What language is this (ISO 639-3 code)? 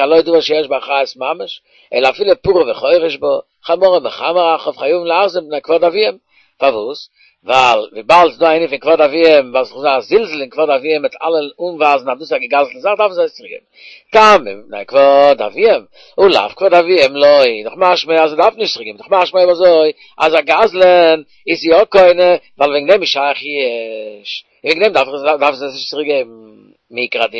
yid